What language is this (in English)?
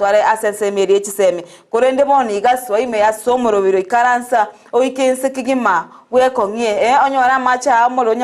Gusii